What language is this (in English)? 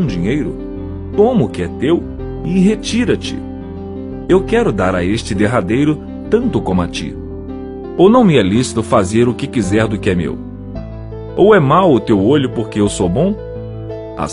Portuguese